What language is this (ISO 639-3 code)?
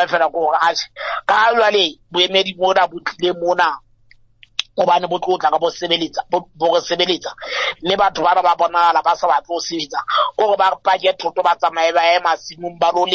sot